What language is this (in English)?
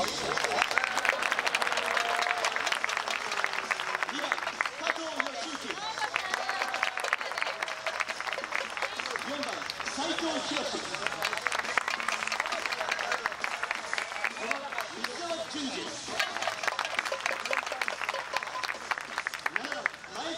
Japanese